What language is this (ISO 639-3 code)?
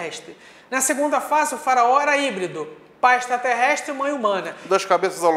por